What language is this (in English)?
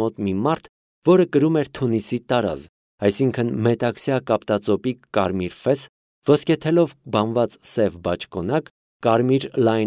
Armenian